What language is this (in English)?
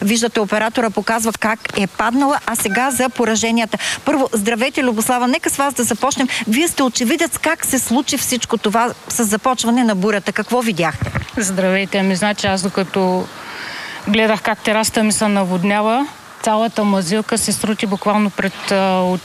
Bulgarian